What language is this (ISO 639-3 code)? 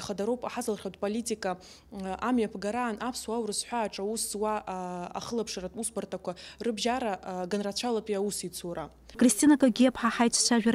abk